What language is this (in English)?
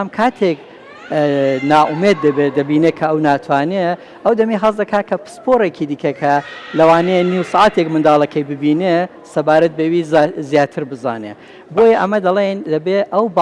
Central Kurdish